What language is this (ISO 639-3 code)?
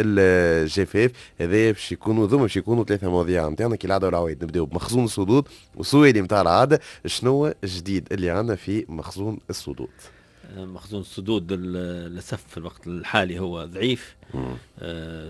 aeb